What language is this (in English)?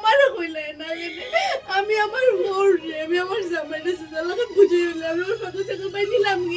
Sylheti